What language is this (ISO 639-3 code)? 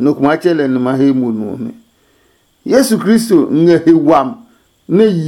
ada